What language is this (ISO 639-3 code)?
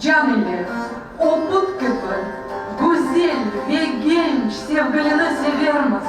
crh